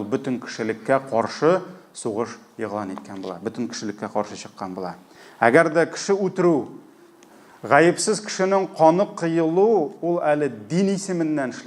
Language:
Tatar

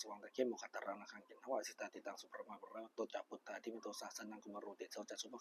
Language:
Pali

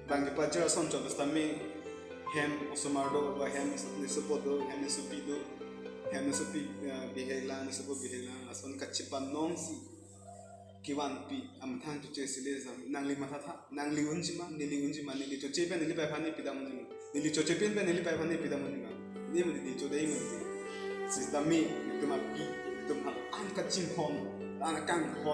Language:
Karbi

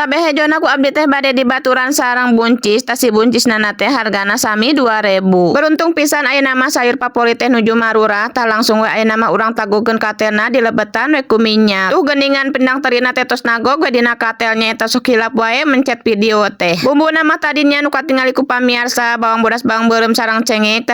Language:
Sundanese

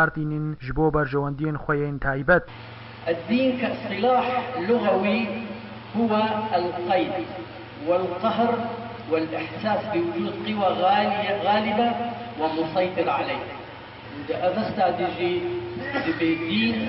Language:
Kurdish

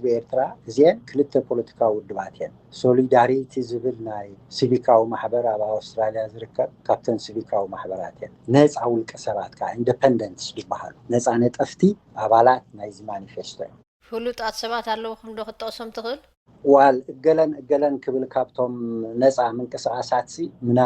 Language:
Tigrinya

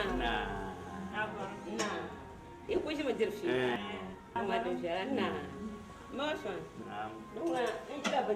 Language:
Dagbani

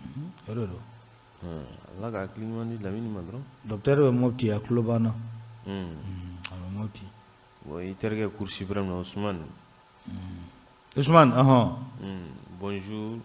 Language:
Bambara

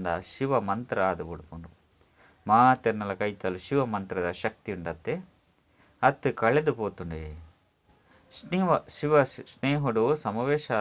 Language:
Tulu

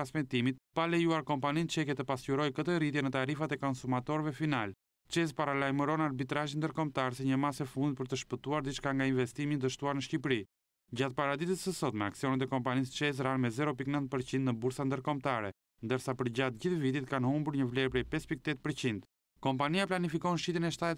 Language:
Albanian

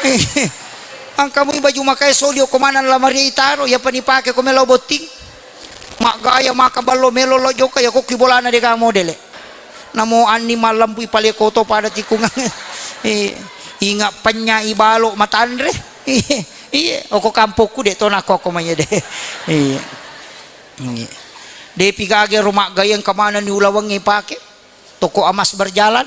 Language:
Buginese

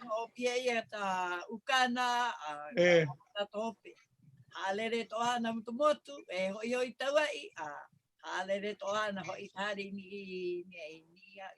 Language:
Hawaiian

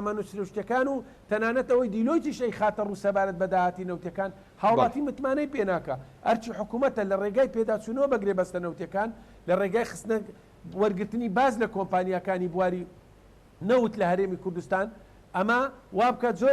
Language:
Central Kurdish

